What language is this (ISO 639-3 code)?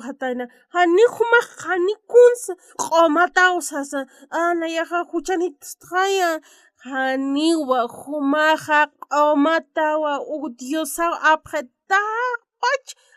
aym